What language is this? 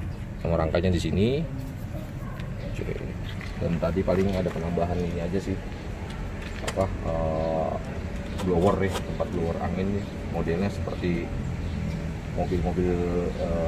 Indonesian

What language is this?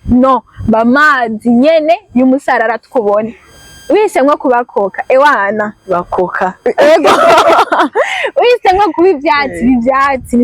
Rundi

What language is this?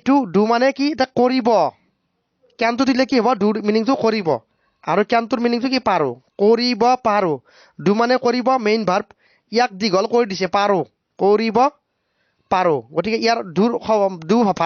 Assamese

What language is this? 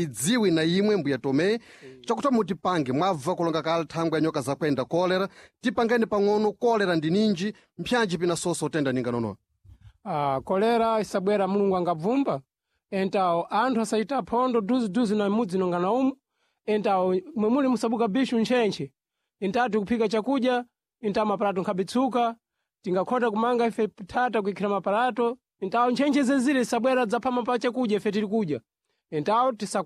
Sena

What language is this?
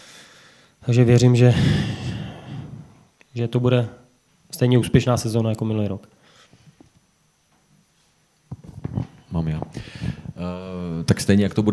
Czech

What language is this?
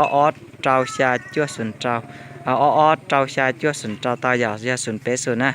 Hmong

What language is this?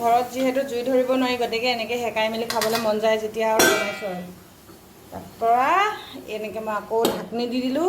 Assamese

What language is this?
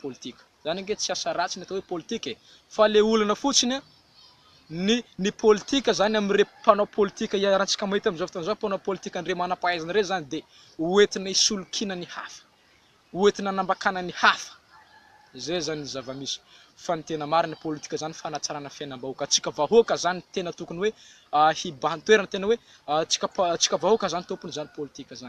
Malagasy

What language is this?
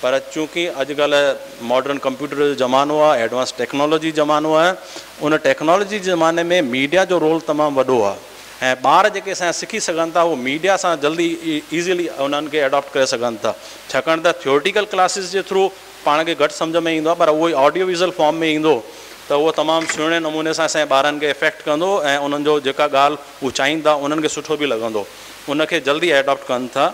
Sindhi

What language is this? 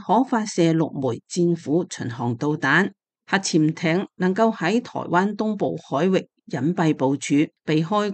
Cantonese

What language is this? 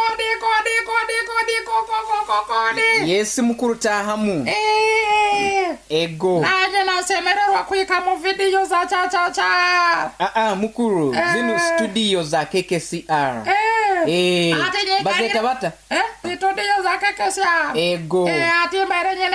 Nyoro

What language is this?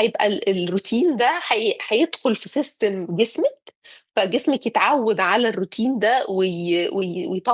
Egyptian Arabic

